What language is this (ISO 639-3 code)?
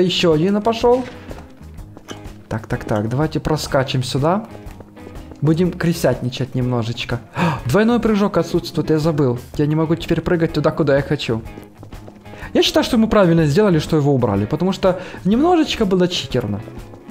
rus